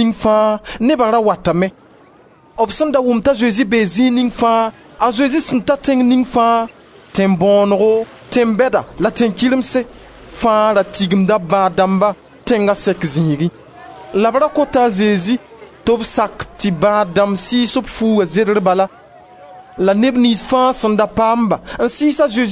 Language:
Mossi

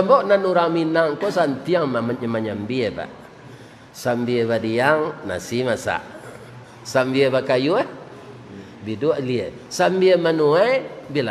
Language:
Minangkabau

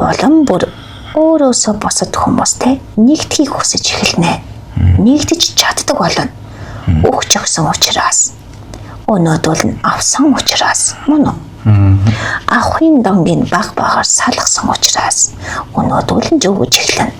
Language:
Mongolian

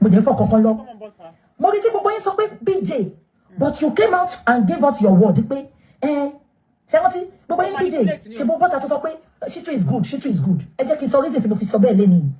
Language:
Yoruba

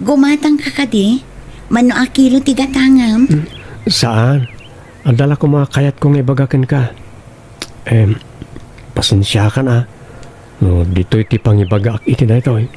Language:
Iloko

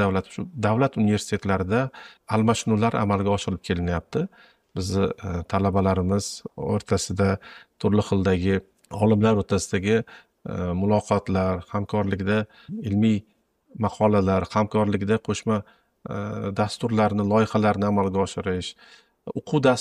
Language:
Uzbek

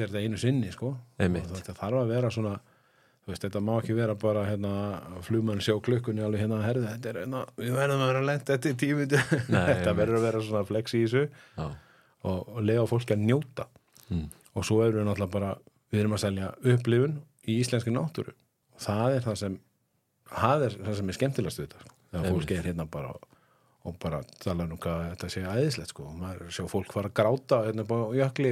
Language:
Icelandic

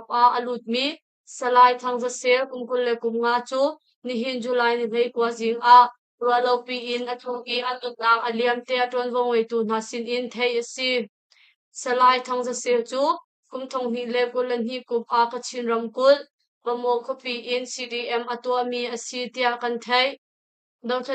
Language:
Hakha Chin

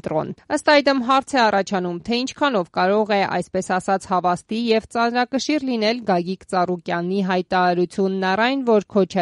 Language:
Armenian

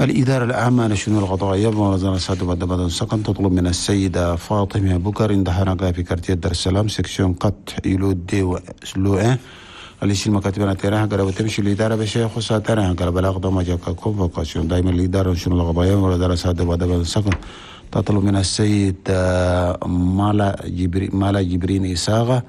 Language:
Chadian Arabic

